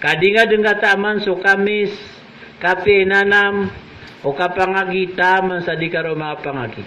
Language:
Maranao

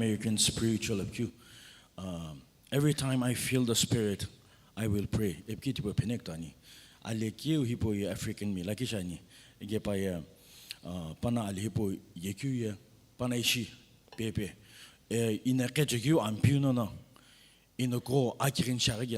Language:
Sumi Naga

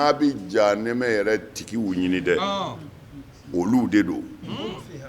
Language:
Bambara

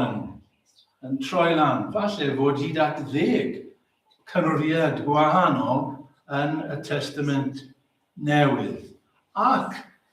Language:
Welsh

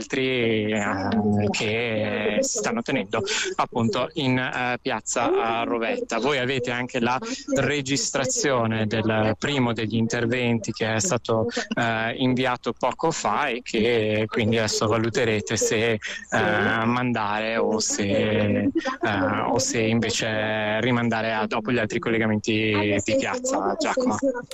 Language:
Italian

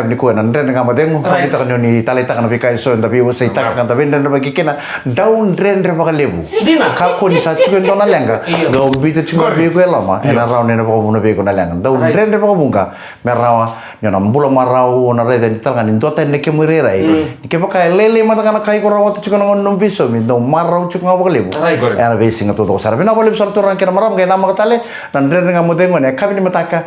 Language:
Fijian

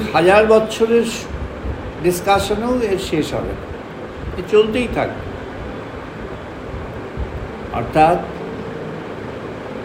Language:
Bangla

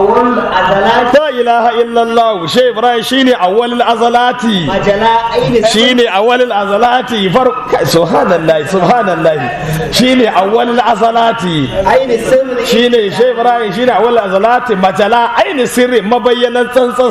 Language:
Hausa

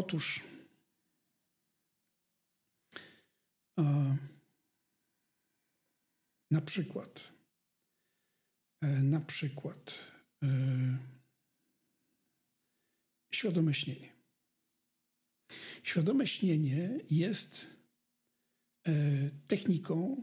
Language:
Polish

